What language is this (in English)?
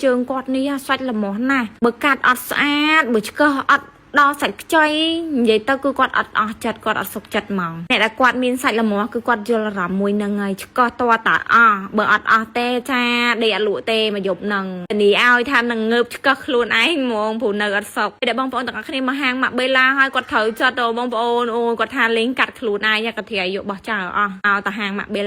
Khmer